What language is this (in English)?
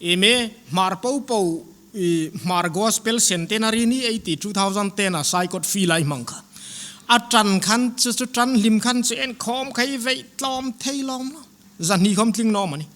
Hmar